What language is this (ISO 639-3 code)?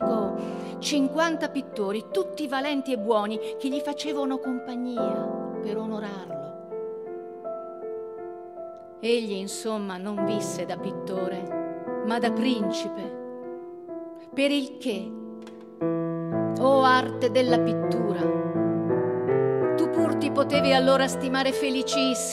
ita